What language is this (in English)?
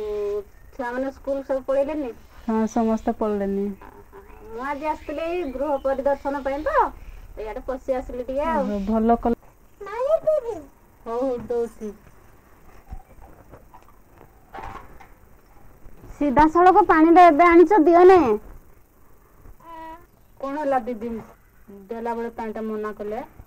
Odia